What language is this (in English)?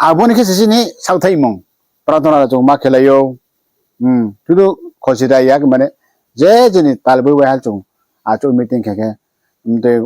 Riang (India)